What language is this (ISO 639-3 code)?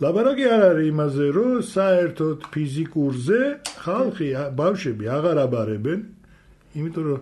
kat